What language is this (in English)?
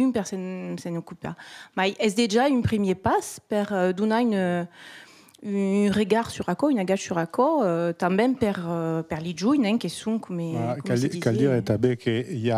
Occitan